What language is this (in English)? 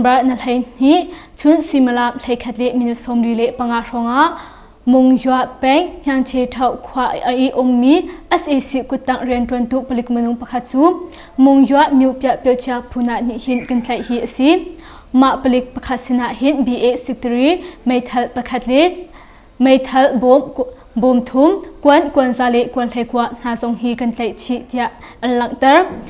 Hakha Chin